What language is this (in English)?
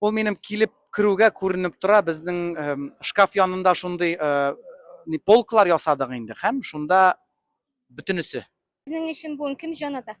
Tatar